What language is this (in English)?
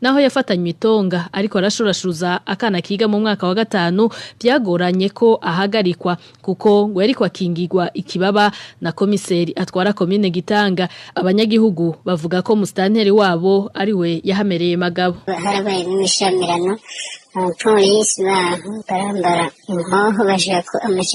Rundi